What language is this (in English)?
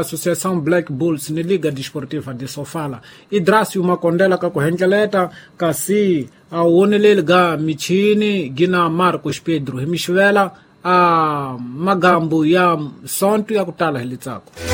Tsonga